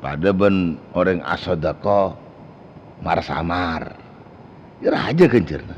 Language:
Madurese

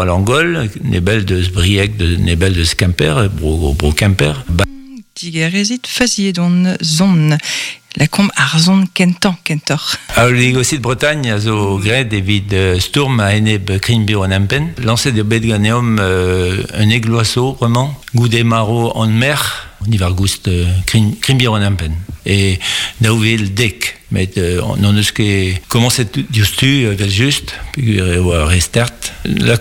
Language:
Breton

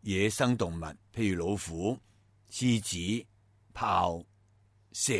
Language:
Cantonese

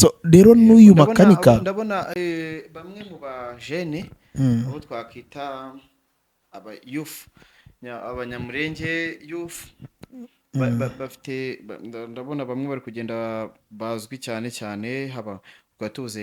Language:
Kinyarwanda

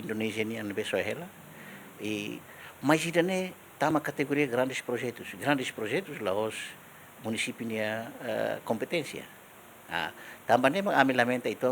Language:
Tetum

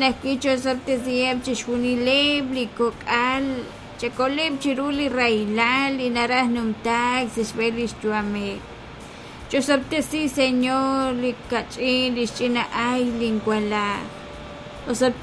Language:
Kekchí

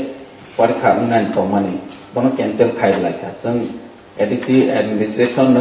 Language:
Kok Borok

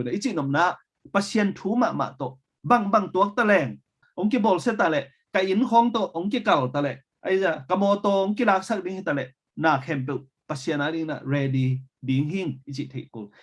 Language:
Tedim Chin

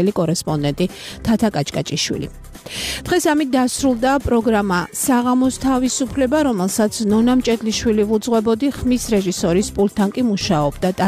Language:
Georgian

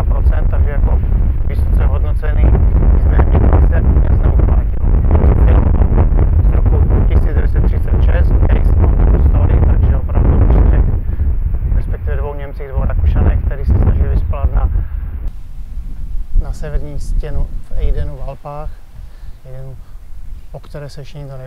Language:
Czech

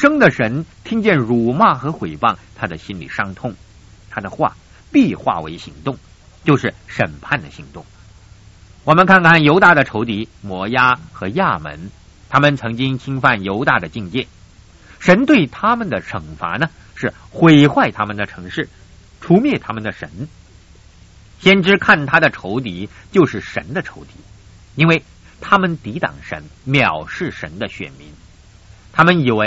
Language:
Chinese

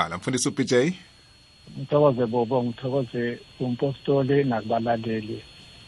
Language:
South Ndebele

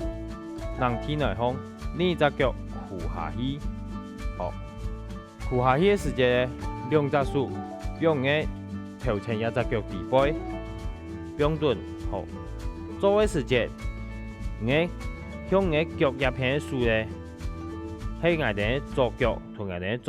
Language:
Hakka Chinese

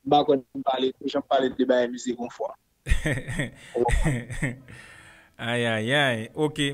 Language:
Haitian Creole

